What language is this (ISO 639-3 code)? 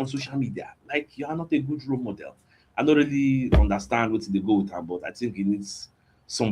pcm